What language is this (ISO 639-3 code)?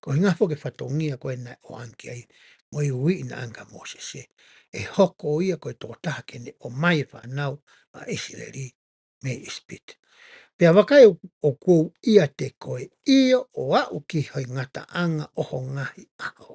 ton